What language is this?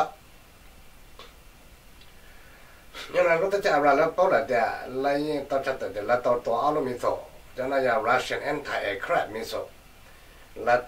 Vietnamese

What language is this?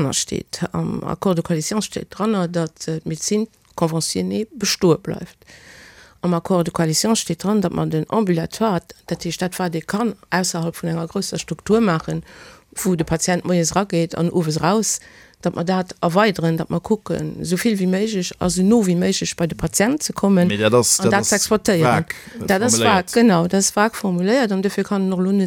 Luxembourgish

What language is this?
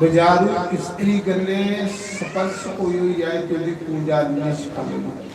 Dogri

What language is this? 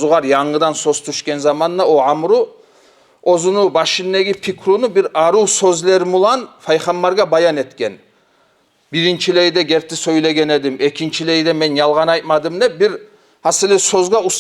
Kumyk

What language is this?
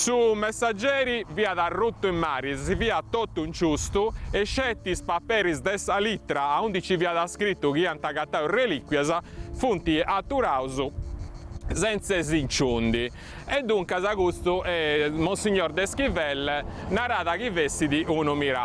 Sardinian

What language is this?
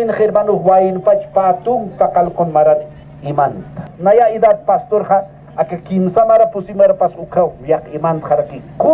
Aymara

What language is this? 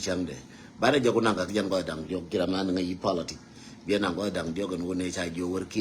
Nuer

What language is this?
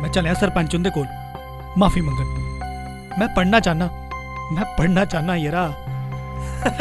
Dogri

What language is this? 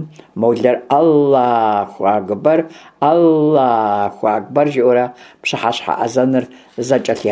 Kabardian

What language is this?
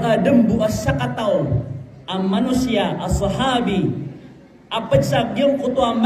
Maranao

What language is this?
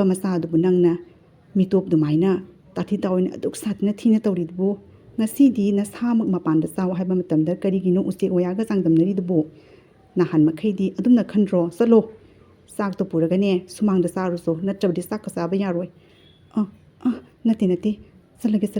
Manipuri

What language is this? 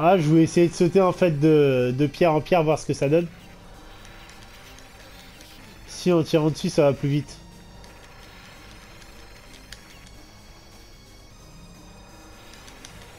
French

